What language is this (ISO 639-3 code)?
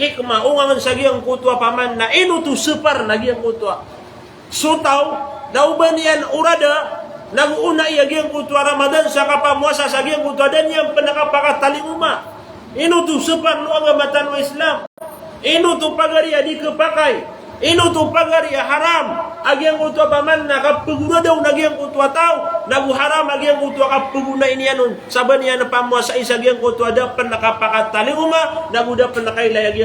mrw